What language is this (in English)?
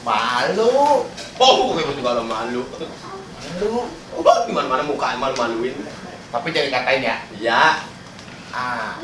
Betawi